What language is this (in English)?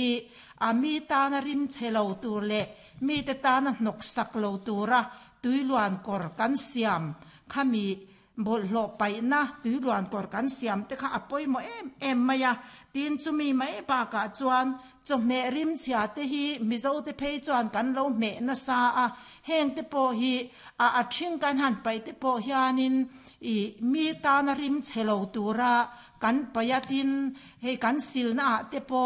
Mizo